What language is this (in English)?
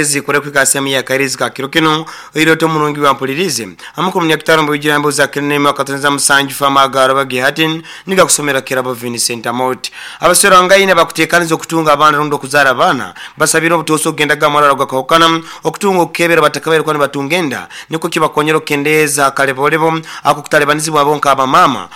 Nyoro